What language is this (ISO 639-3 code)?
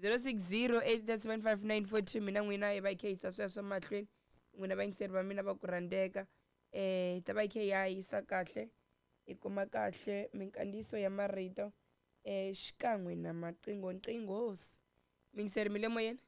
tso